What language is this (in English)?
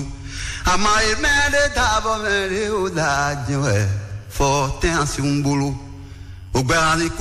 Fon